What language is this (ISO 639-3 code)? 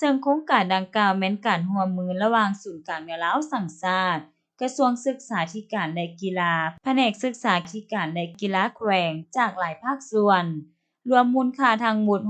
lao